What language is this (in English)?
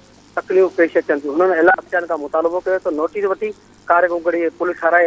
Sindhi